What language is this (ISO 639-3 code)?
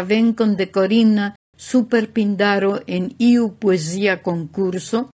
epo